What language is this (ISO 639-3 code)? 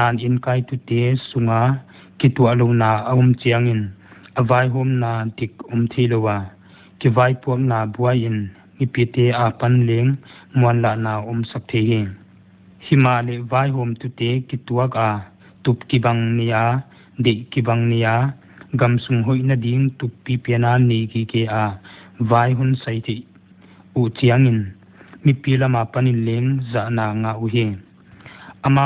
pck